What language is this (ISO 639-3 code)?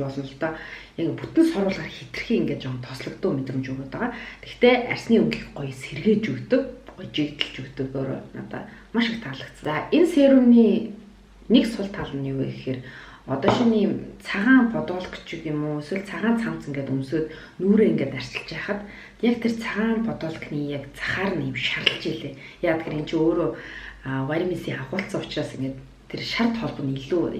mon